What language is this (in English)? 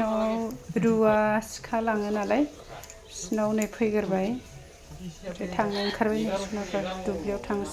Bodo